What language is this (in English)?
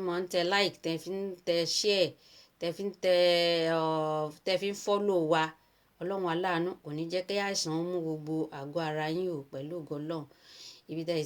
Yoruba